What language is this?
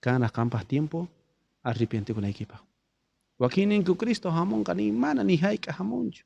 South Bolivian Quechua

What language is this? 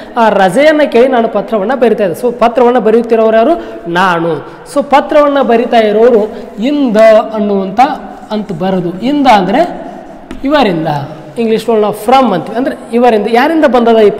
Kannada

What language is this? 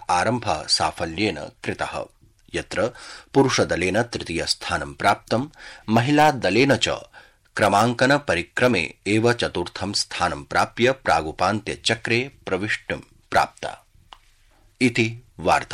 Sanskrit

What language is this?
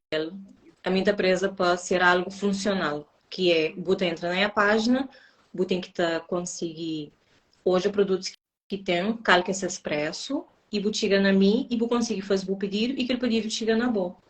Kabuverdianu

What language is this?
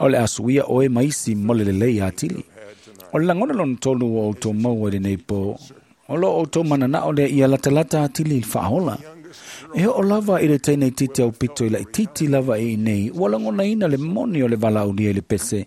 Samoan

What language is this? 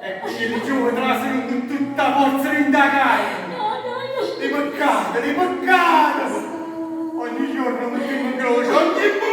Neapolitan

